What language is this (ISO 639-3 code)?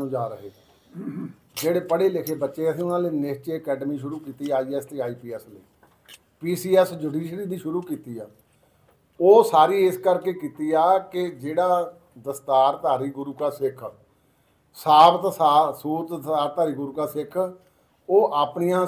pan